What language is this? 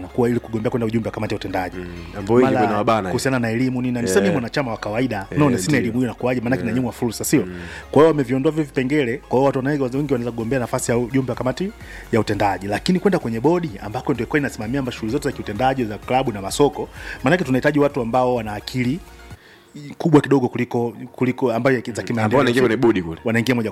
Swahili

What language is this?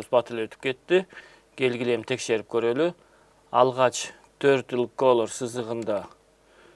Kyrgyz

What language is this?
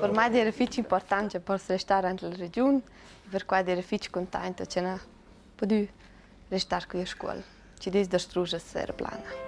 Romansh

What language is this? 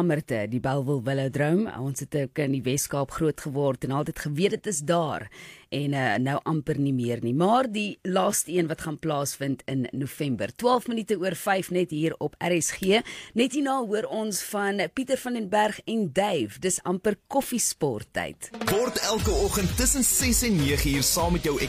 Afrikaans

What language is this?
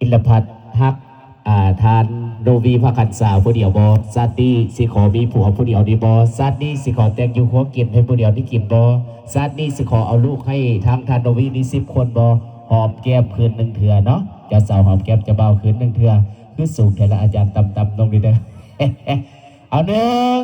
Lao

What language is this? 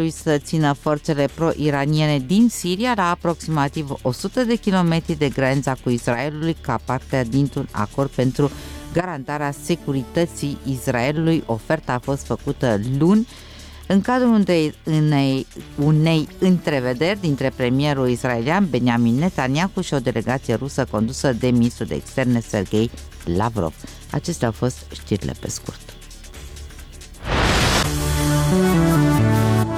Romanian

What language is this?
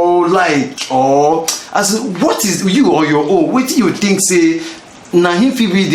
Nigerian Pidgin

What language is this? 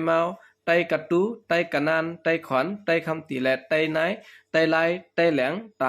Shan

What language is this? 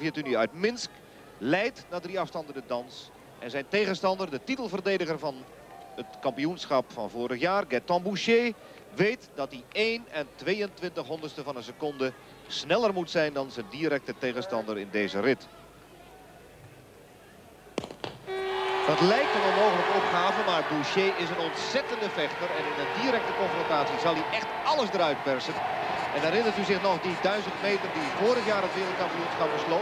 Dutch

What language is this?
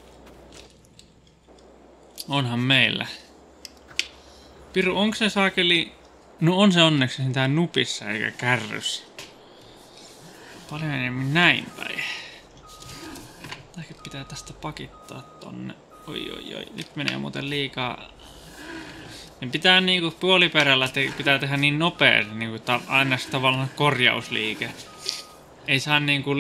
Finnish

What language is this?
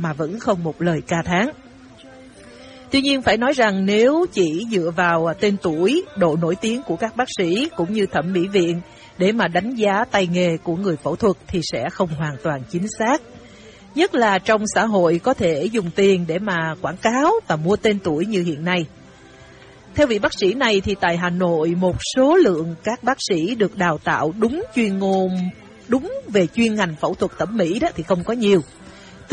Vietnamese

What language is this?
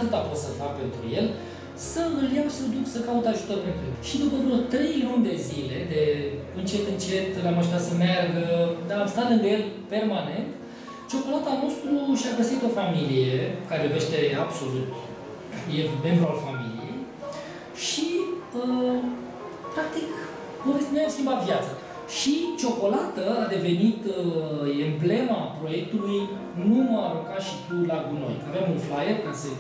Romanian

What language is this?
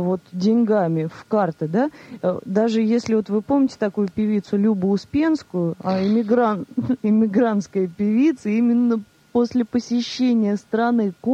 Russian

